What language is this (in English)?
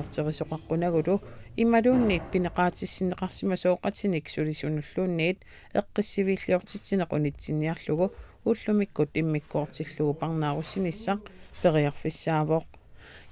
Kalaallisut